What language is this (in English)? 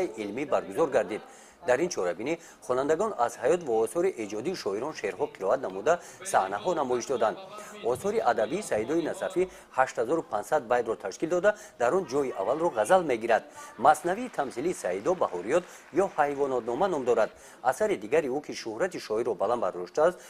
Tajik